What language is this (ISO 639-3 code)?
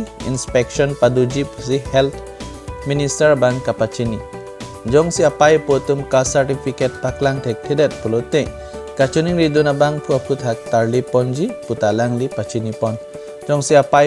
mjw